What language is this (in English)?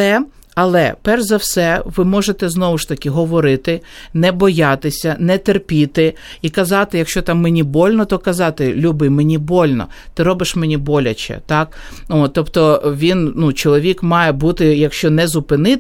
Ukrainian